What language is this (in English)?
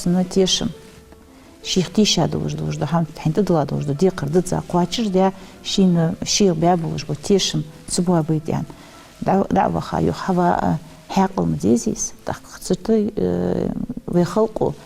Ingush